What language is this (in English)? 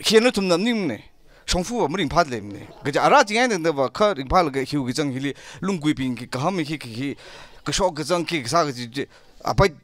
Tangkhul Naga (India)